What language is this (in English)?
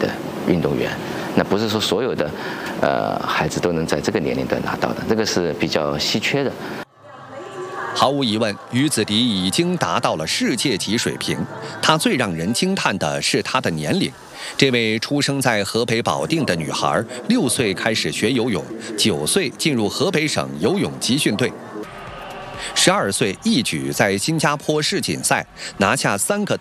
Chinese